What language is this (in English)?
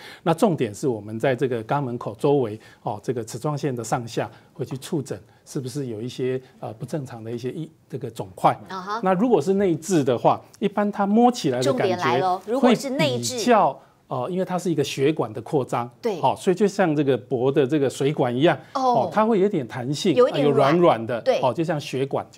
Chinese